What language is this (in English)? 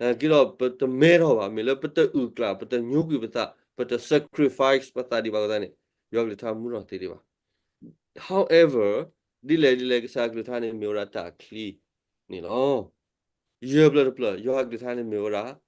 S'gaw Karen